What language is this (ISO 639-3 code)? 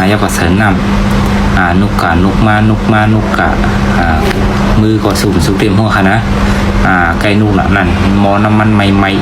shn